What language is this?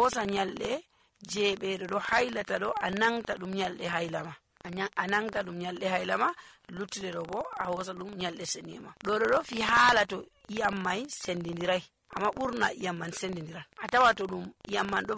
Nigerian Fulfulde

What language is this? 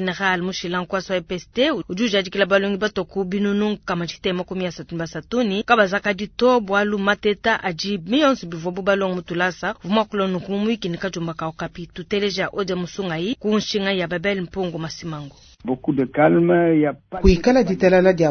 Luba-Lulua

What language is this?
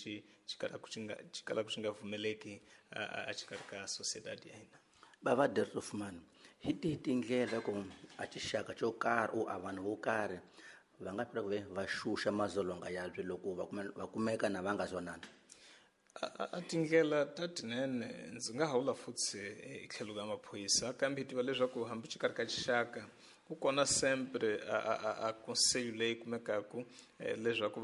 Tsonga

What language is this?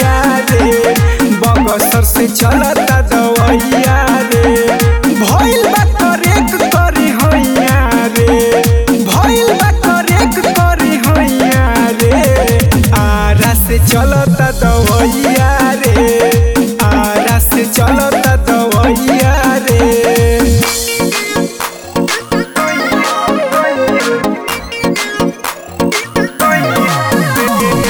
Bhojpuri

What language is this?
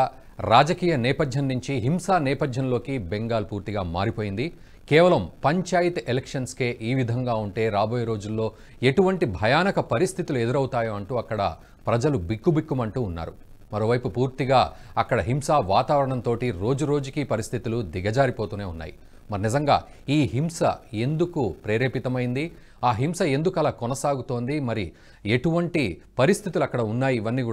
Telugu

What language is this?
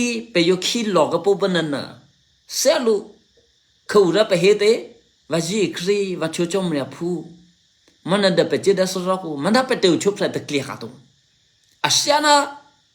Eastern Kayah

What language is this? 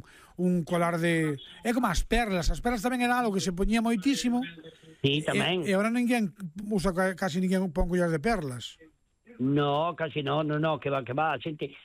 Galician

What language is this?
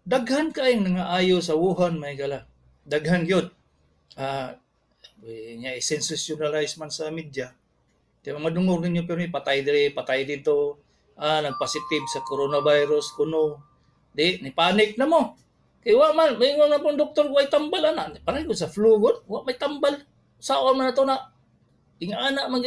Cebuano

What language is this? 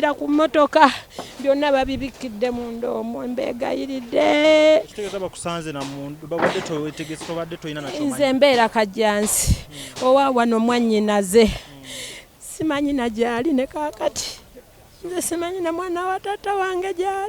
Ganda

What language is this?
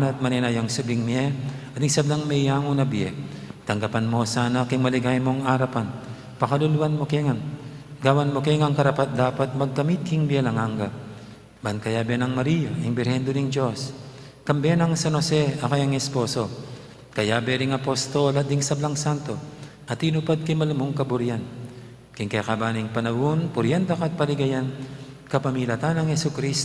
Pampanga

